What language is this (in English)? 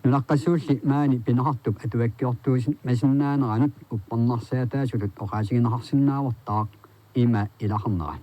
Kalaallisut